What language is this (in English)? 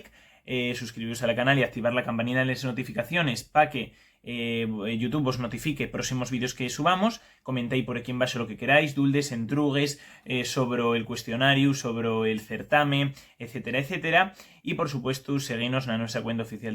Asturian